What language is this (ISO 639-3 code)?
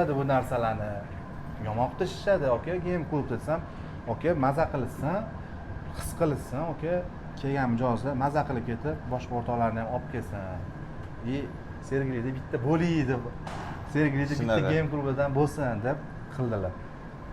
uzb